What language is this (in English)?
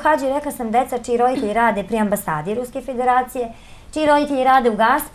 Serbian